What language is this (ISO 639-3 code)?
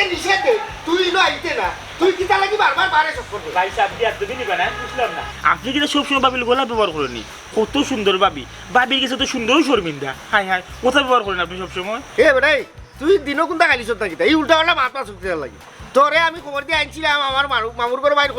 syl